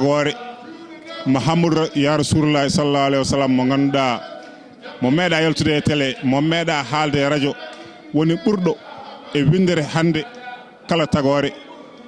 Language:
Fula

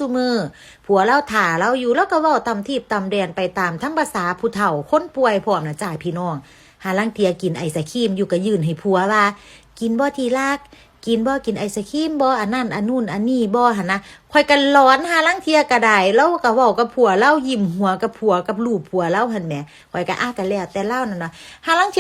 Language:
Northeastern Thai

